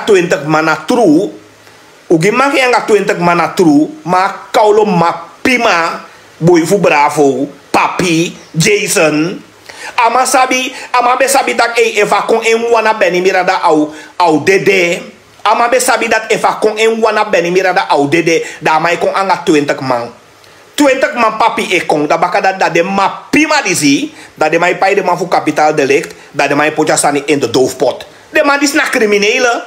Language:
Sranan Tongo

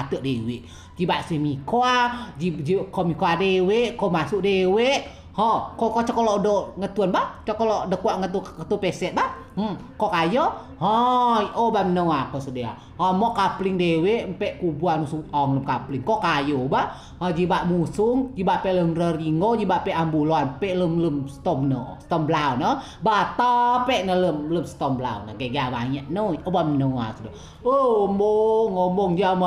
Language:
Rejang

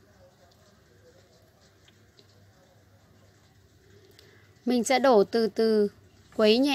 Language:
Vietnamese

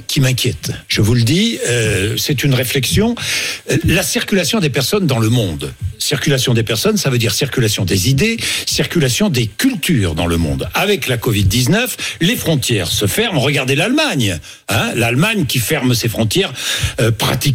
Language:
French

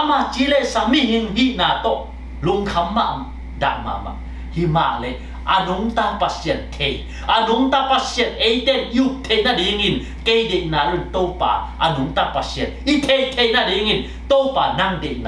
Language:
Tedim Chin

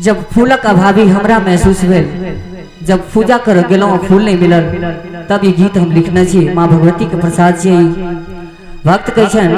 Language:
Maithili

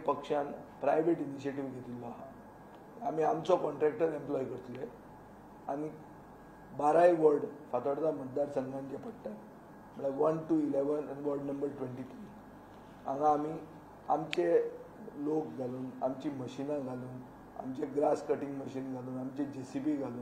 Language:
Konkani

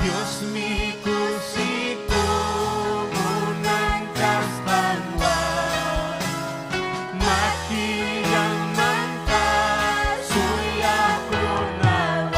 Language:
Ayacucho Quechua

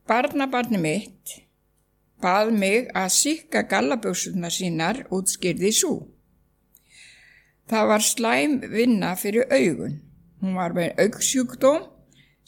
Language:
Icelandic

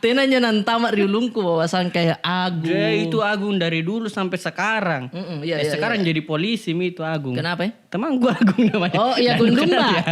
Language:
Makassar Malay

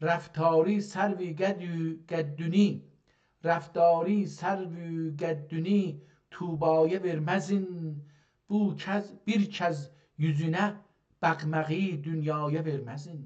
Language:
South Azerbaijani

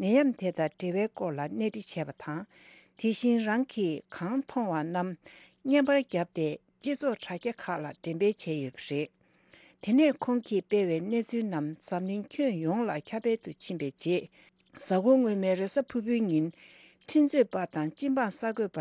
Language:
Tibetan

